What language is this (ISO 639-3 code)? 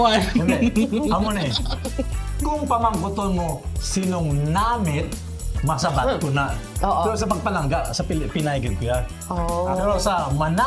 hil